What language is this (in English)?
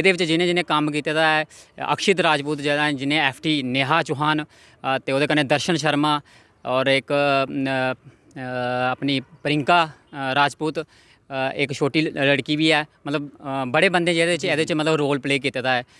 Dogri